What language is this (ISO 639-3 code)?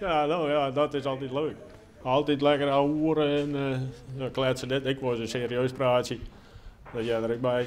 fry